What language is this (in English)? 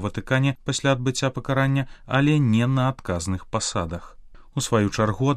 Belarusian